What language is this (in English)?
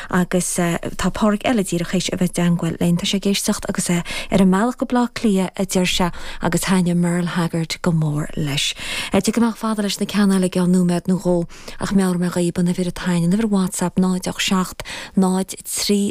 Irish